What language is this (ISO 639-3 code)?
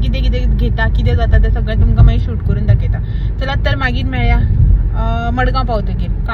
kok